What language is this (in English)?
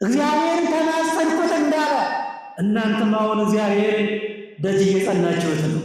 Amharic